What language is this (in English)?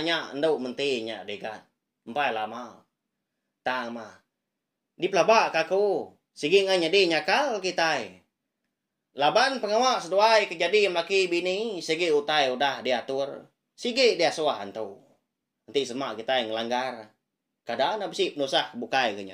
Iban